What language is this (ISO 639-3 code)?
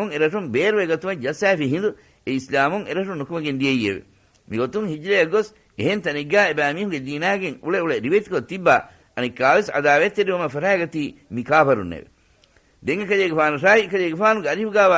div